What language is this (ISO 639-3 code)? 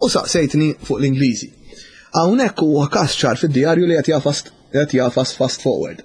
mlt